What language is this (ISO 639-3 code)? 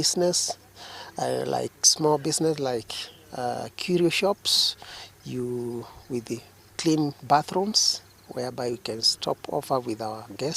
guz